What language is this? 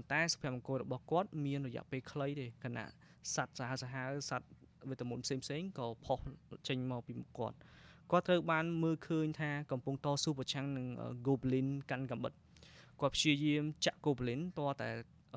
Khmer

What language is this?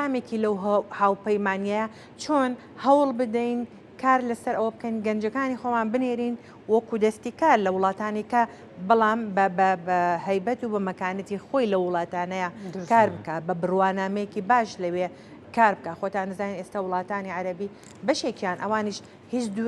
Central Kurdish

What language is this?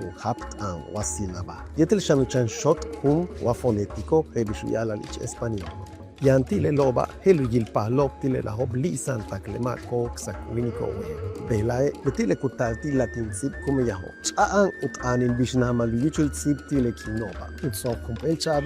Yucateco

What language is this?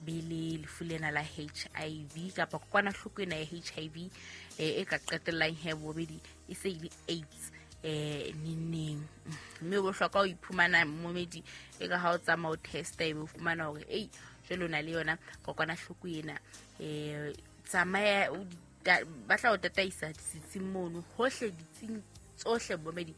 Southern Sotho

